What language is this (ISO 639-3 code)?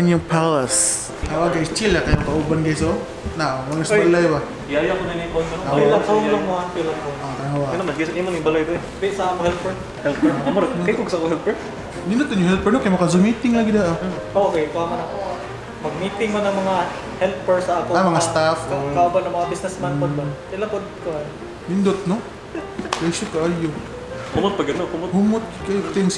ceb